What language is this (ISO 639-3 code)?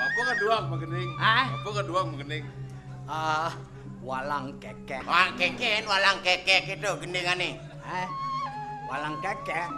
ban